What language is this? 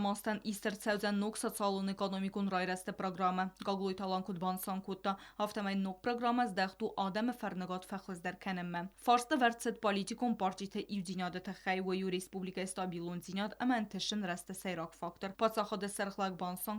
Ossetic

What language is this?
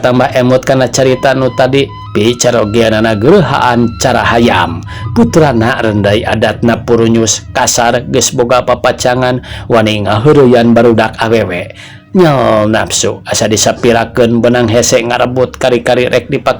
Sundanese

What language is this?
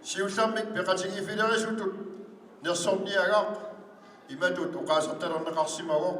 Kalaallisut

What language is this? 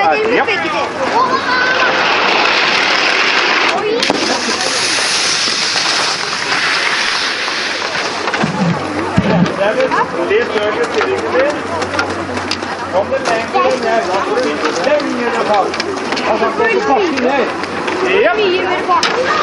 Norwegian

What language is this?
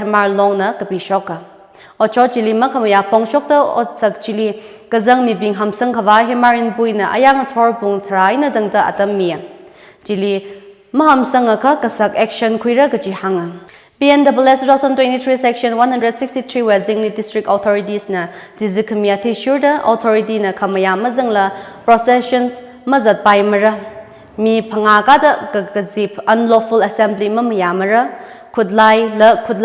Tangkhul Naga (India)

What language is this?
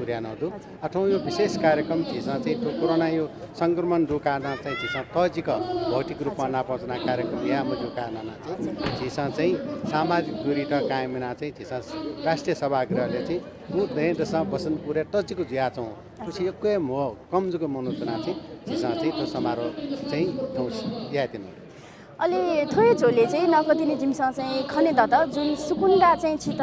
Newari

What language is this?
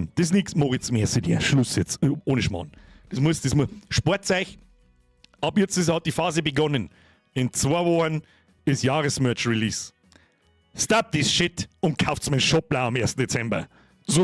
Bavarian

